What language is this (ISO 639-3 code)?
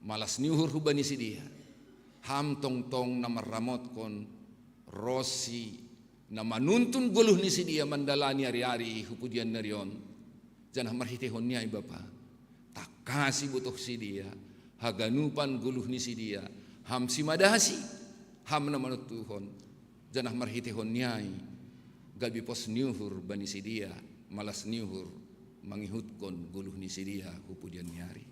bts